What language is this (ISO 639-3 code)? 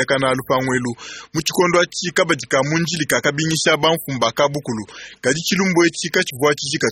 lua